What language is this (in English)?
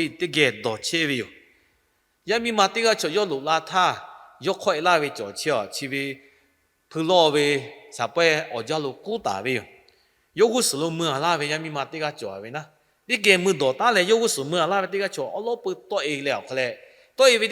Lahu